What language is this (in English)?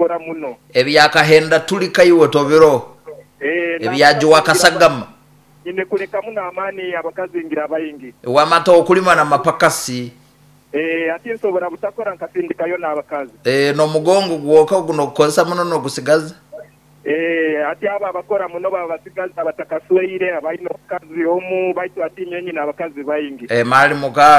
Nyoro